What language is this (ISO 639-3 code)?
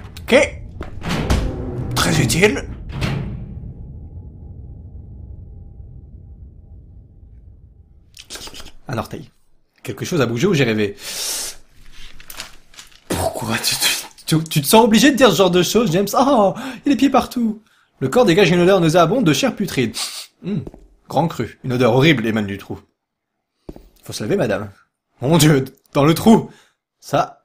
fra